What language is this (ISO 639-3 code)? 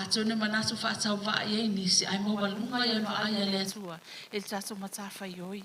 smo